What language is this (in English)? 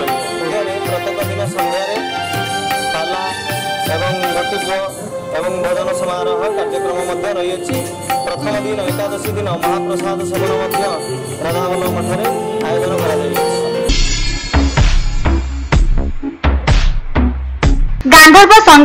Odia